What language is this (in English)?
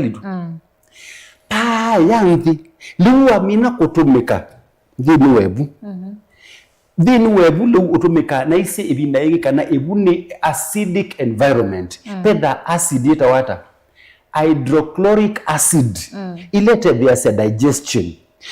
Kamba